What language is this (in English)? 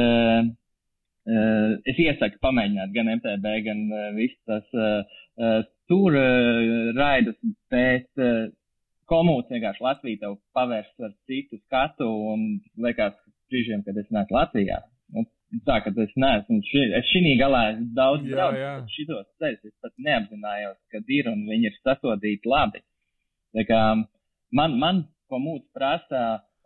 Latvian